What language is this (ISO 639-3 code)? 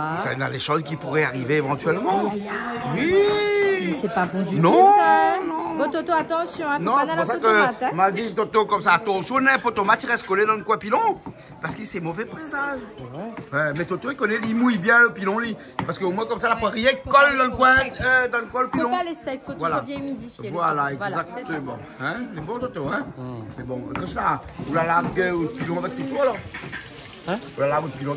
rcf